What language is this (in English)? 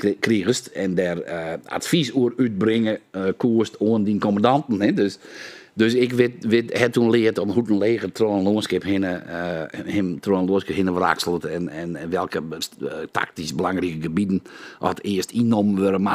Western Frisian